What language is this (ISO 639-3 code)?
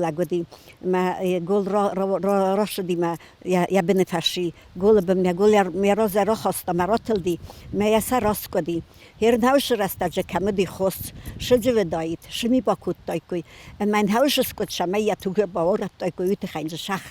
oss